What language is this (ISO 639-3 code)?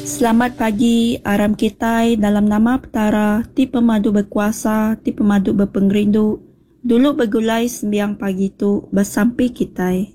iba